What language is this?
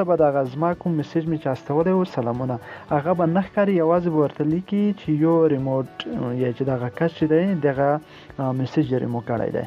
Pashto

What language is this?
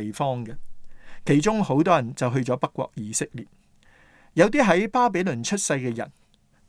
Cantonese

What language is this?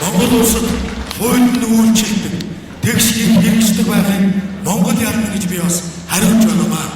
Mongolian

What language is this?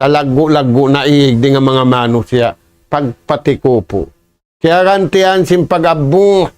Tausug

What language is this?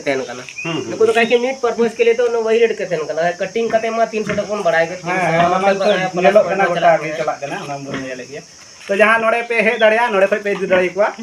Santali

